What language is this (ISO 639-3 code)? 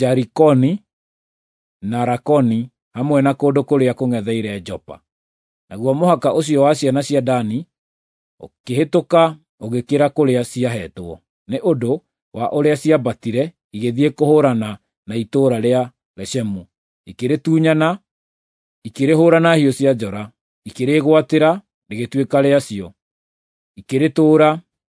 kik